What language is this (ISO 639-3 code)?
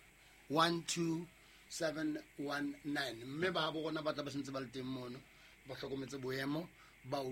sot